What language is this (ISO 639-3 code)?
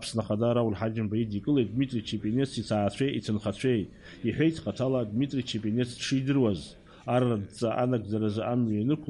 abk